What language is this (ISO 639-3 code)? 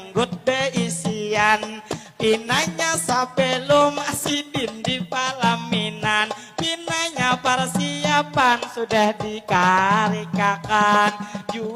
bjn